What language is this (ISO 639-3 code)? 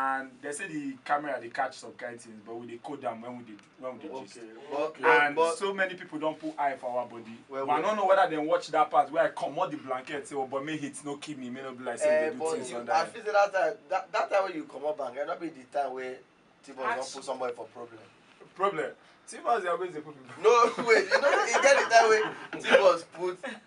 pcm